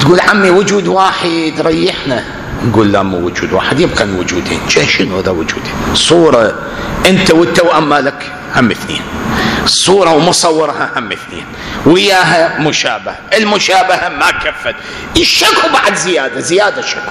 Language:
Mesopotamian Arabic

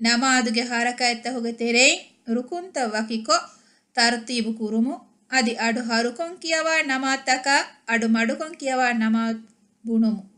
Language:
Divehi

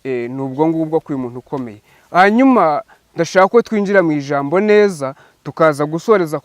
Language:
Kinyarwanda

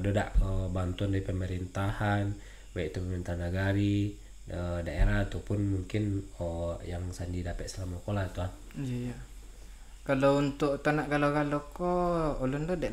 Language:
Minangkabau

